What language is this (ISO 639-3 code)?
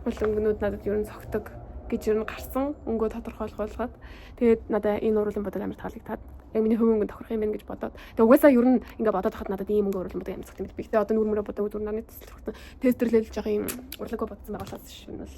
mon